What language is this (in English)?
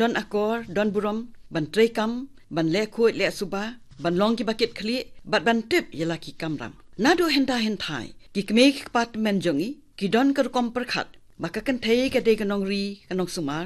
Khasi